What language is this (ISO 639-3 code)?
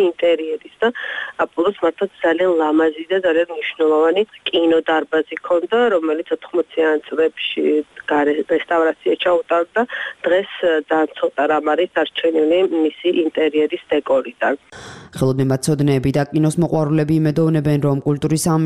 kat